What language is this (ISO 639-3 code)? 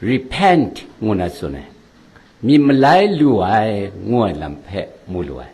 kac